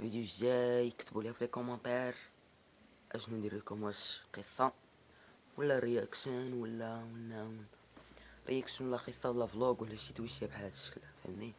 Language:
Moroccan Arabic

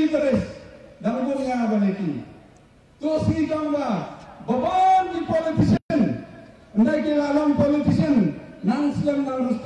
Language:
Khasi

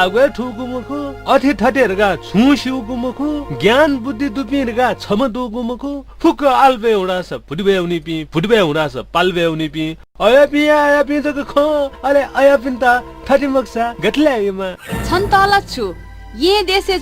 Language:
Newari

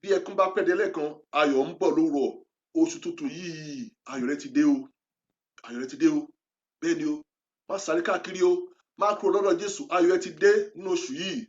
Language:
Yoruba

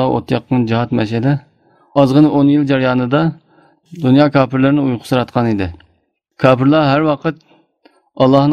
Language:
Uyghur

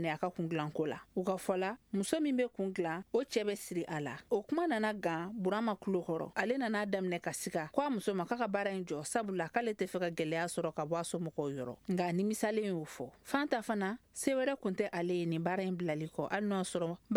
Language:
Bambara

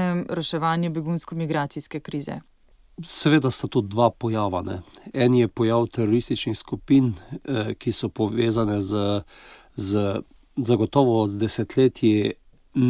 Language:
Slovenian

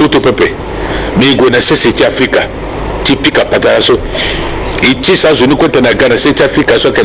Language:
Sango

